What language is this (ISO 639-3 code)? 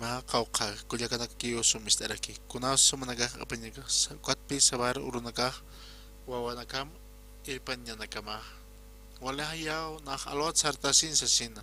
aym